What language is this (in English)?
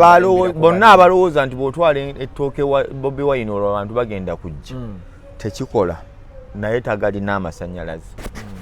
Ganda